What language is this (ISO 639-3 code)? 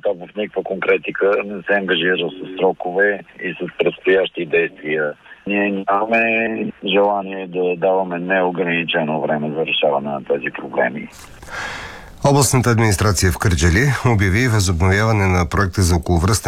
bul